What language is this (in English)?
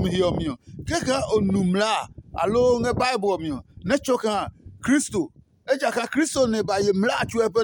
Adangme